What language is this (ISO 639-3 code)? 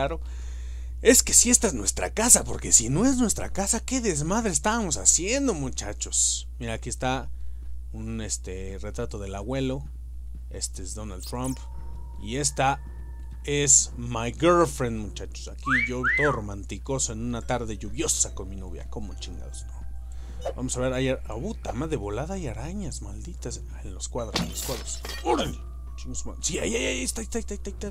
spa